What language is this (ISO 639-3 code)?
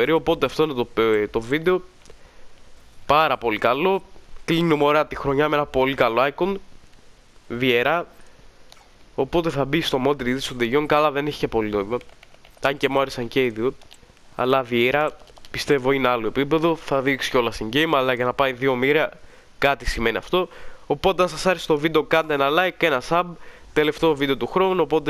ell